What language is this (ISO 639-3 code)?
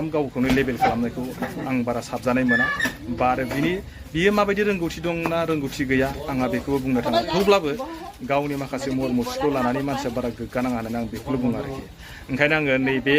brx